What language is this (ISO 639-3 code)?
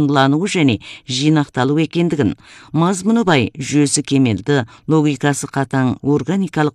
kaz